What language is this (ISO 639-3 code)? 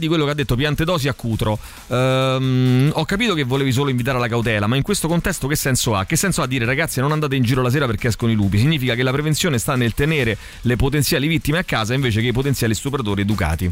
ita